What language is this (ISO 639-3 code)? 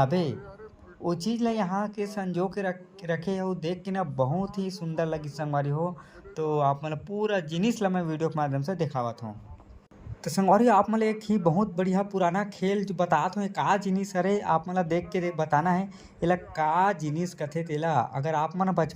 hne